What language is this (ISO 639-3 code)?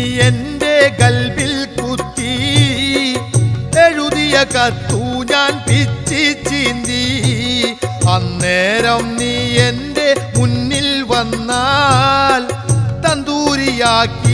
mal